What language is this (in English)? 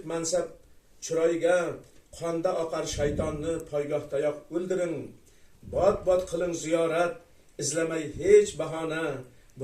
Uzbek